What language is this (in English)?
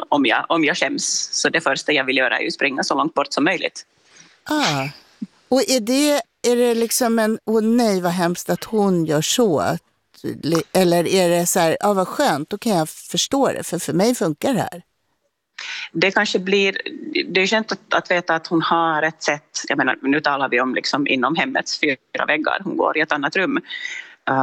Swedish